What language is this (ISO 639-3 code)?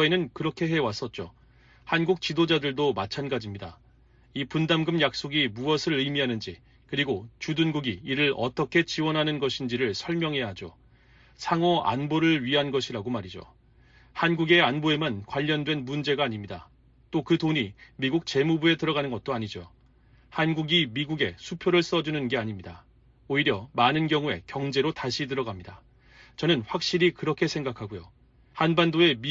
kor